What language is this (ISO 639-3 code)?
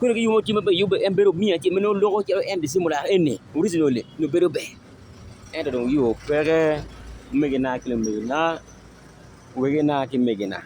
ach